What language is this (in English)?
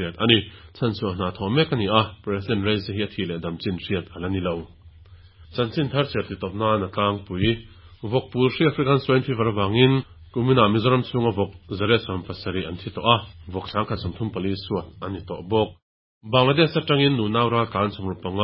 Mizo